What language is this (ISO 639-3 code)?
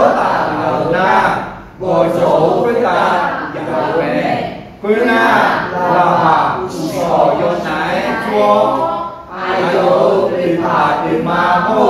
ahk